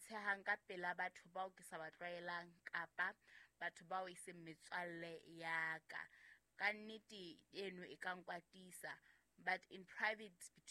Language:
Southern Sotho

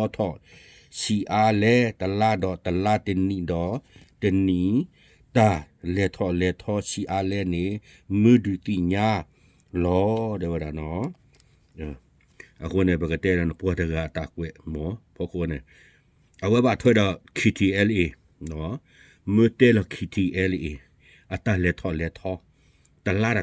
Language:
S'gaw Karen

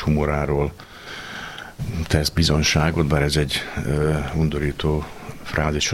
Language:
Hungarian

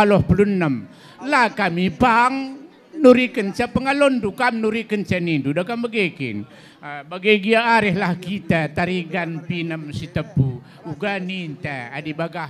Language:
Batak Karo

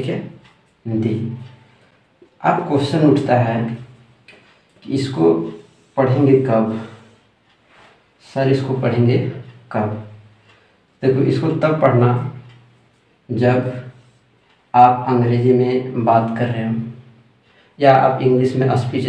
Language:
Hindi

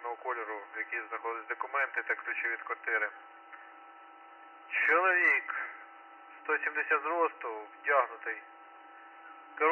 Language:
Ukrainian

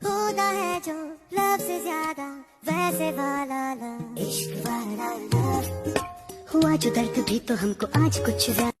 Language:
Karbi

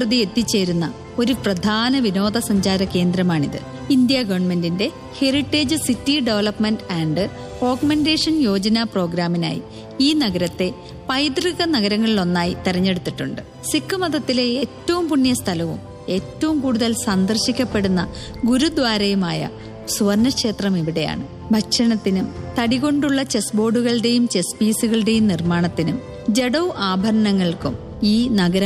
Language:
Malayalam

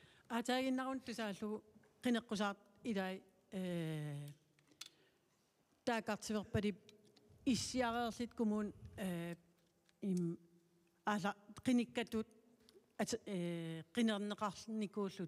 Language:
Kalaallisut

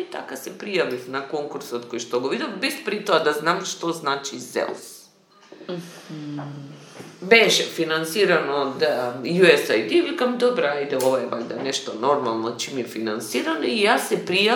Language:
Macedonian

